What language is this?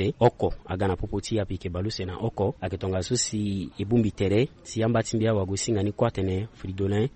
Sango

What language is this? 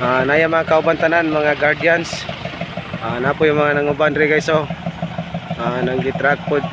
Cebuano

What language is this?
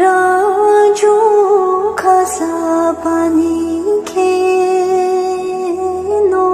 Tibetan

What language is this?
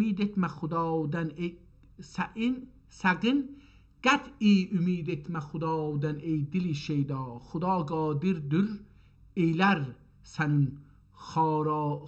South Azerbaijani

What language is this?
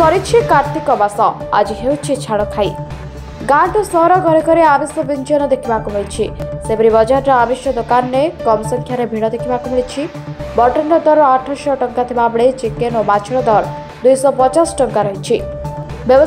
Odia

